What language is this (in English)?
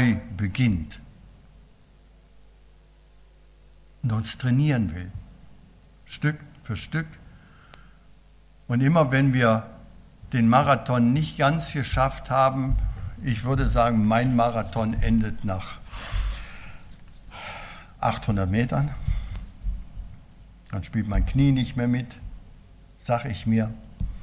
German